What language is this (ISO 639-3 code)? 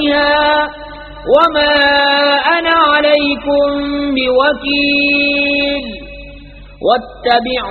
urd